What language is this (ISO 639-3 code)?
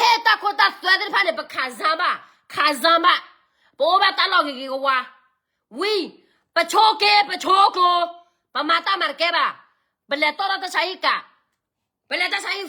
ksw